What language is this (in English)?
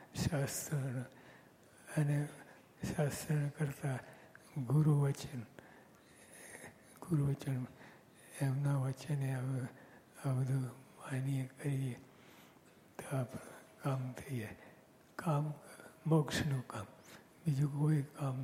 Gujarati